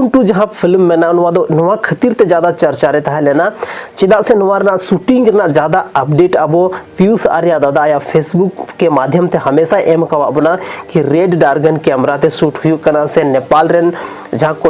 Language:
Santali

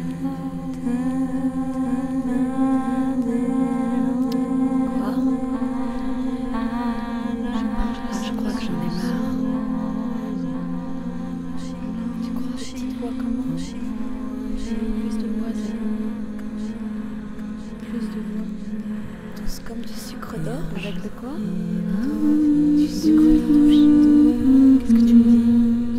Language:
French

